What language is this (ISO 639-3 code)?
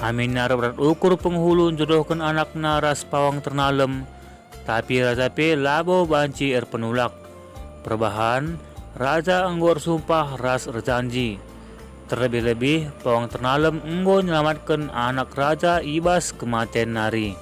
btx